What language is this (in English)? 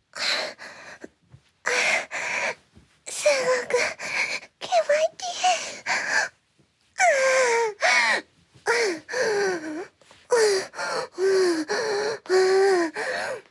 Japanese